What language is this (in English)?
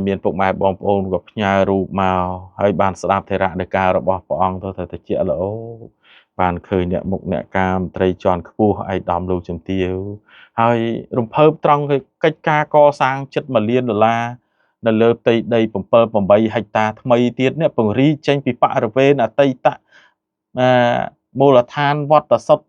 Khmer